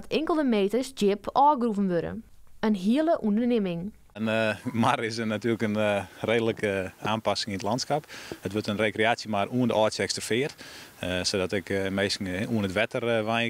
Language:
Western Frisian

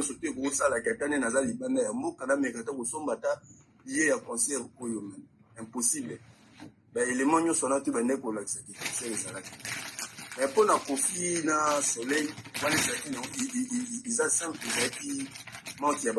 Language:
Lingala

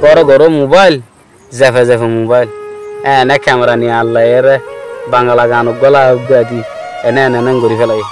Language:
Rohingya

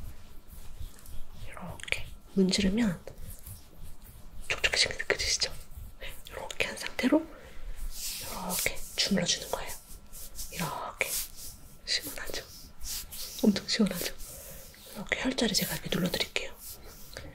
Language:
Korean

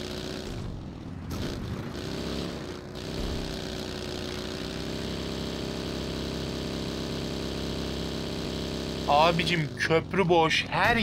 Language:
Turkish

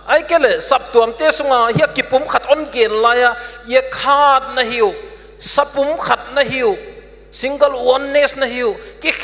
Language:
Paite Chin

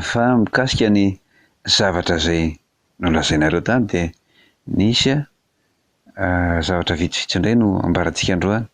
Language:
Malagasy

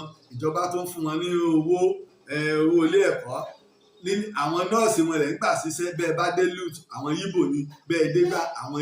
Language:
Yoruba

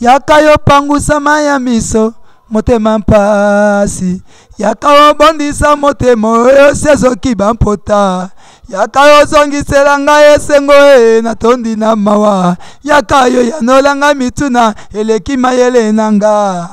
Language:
Lingala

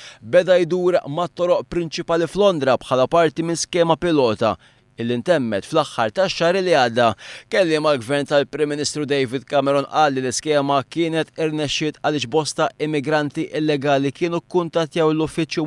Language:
Maltese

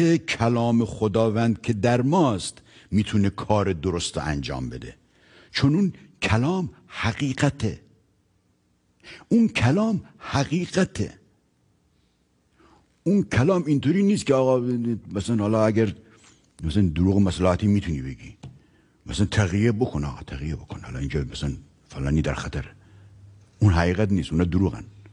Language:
Persian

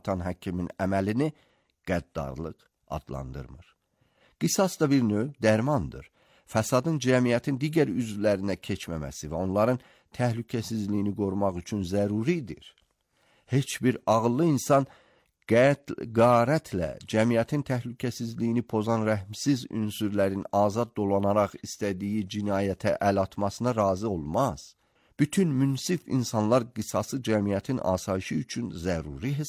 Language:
Azerbaijani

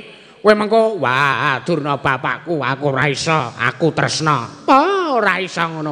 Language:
Javanese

